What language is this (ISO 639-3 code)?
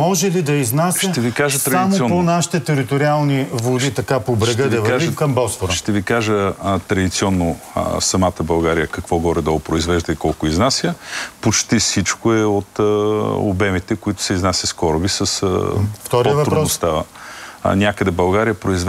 bul